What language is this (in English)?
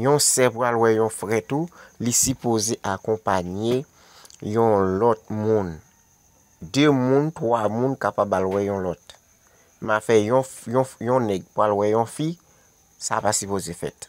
Haitian Creole